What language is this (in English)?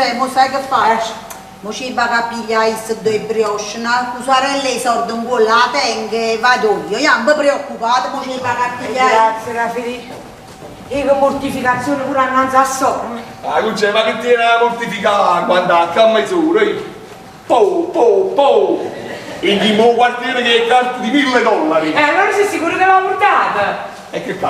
Neapolitan